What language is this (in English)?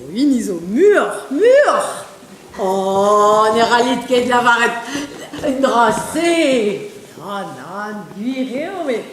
Breton